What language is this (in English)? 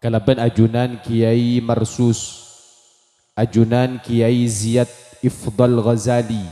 Madurese